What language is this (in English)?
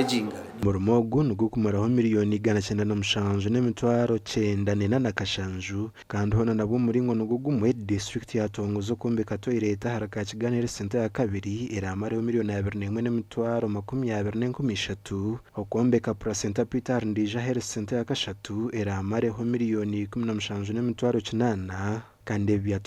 Nyankole